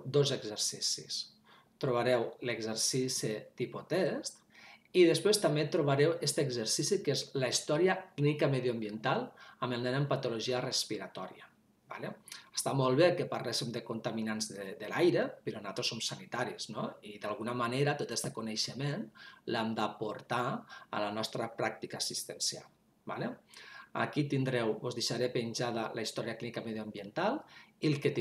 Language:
Catalan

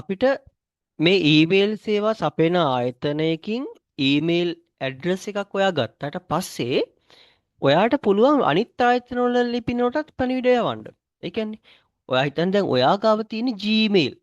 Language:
Sinhala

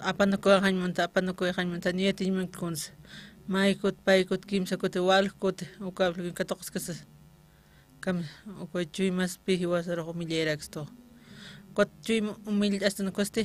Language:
Aymara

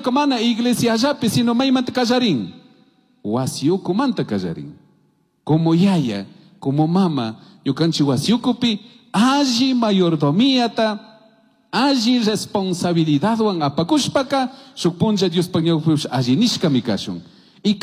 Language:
Chimborazo Highland Quichua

